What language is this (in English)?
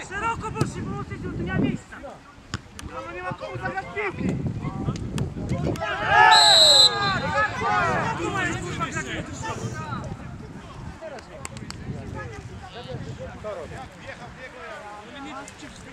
Polish